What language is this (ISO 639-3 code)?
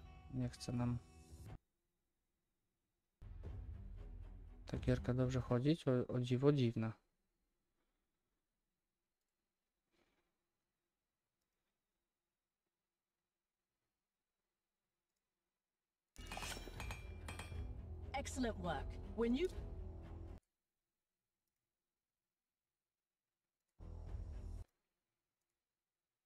pol